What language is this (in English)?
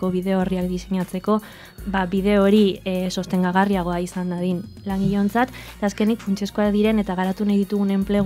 Basque